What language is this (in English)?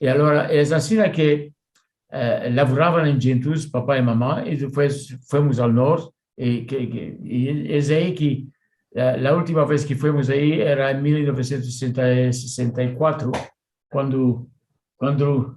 Ladino